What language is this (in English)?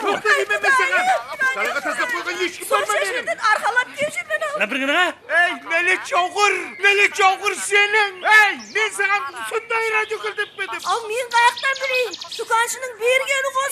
Kara-Kalpak